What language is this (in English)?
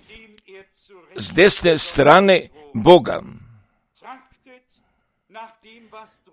Croatian